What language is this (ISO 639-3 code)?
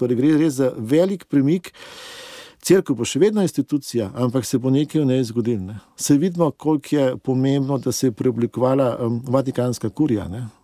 slv